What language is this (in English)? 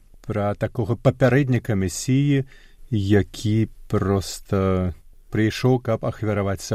Belarusian